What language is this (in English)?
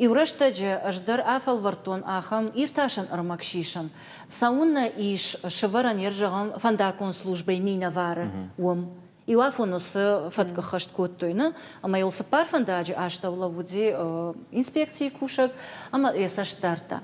Ossetic